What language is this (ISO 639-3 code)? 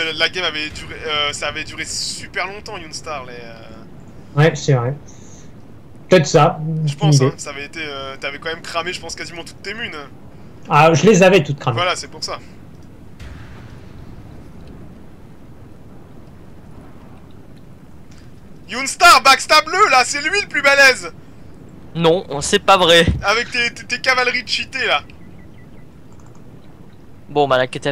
fra